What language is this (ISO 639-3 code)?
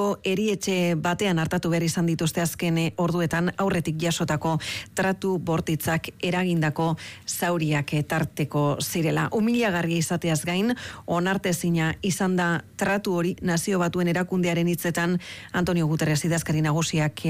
eus